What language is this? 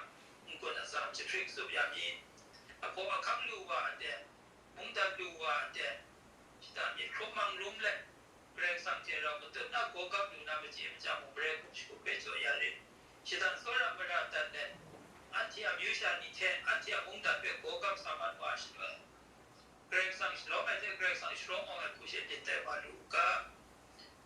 Kachin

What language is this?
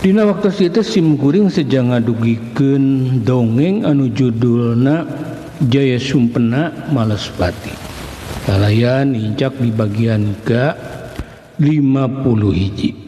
Sundanese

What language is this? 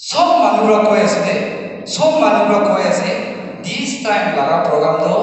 Naga Pidgin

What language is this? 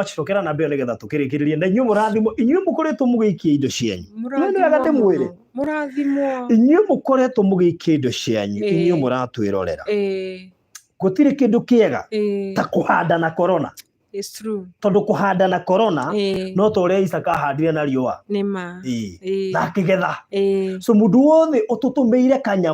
Kikuyu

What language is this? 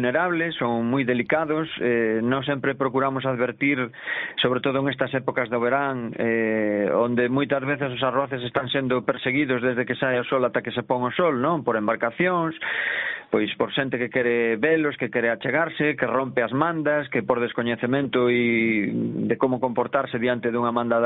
Galician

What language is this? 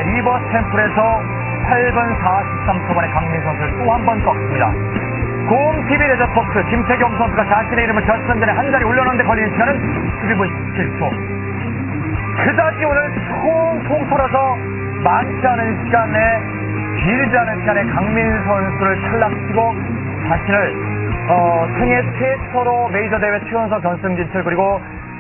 Korean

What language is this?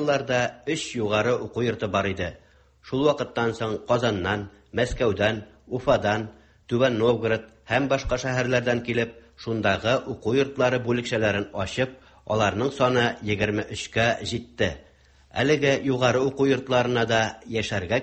Tatar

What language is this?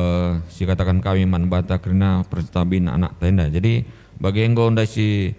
Batak Karo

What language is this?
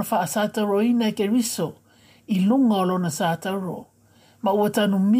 Samoan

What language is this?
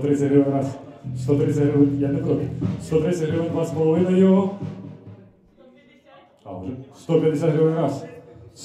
Ukrainian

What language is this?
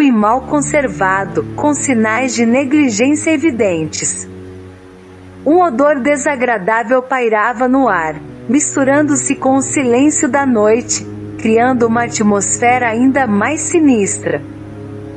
Portuguese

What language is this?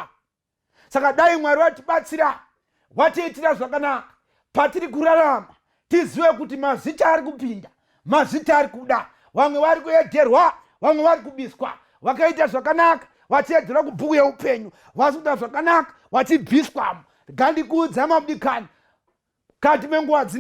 Shona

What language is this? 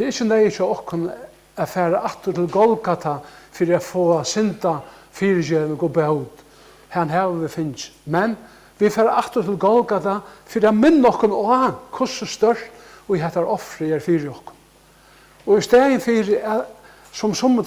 Faroese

